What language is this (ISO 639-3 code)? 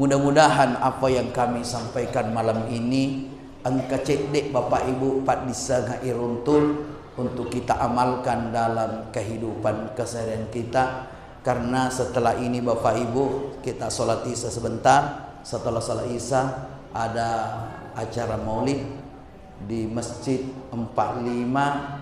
bug